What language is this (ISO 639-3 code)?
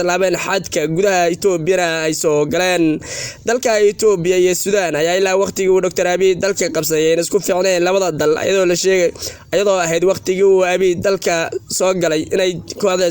som